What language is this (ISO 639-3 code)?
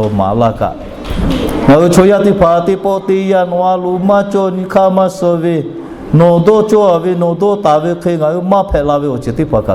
lhu